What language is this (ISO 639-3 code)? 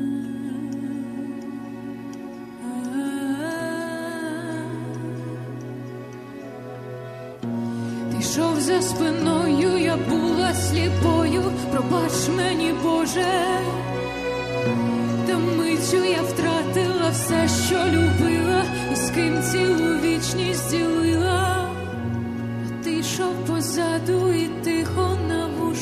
ukr